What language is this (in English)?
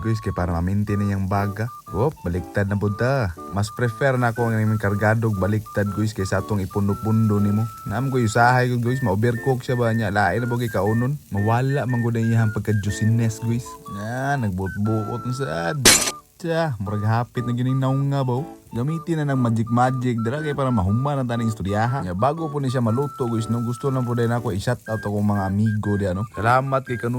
Cebuano